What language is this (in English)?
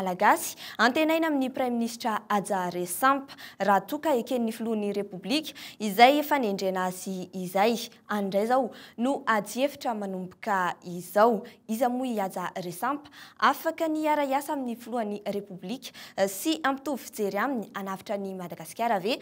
Malagasy